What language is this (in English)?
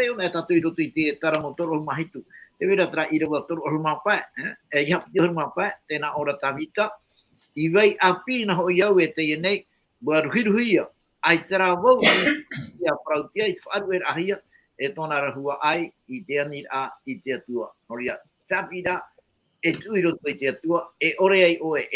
Tahitian